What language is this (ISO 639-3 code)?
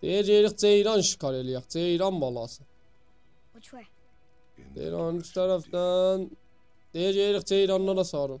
azb